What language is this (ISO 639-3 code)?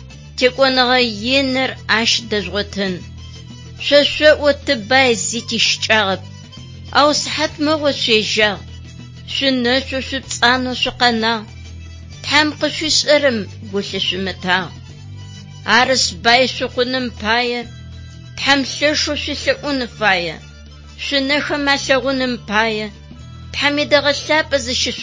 ady